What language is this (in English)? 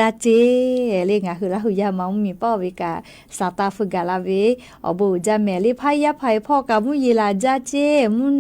Lahu